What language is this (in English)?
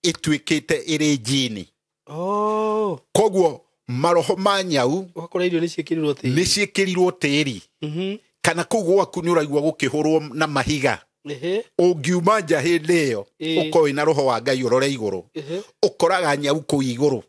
Kikuyu